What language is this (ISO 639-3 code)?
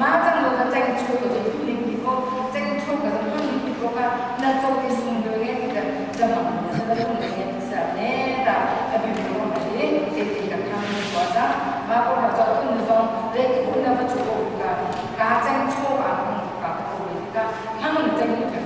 cnh